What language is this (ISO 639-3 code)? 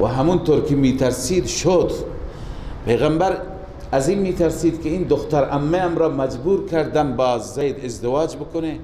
fas